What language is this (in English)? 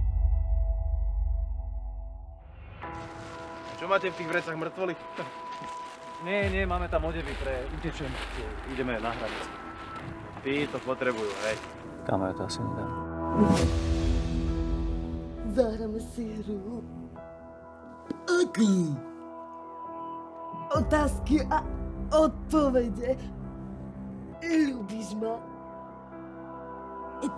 Slovak